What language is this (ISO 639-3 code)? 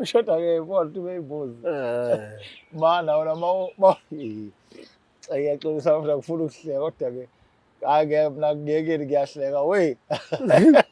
zul